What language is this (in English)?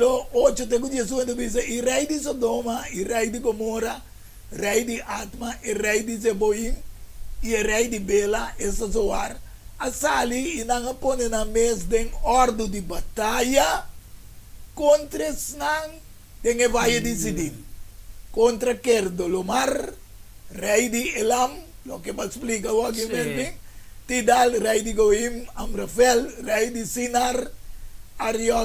Papiamento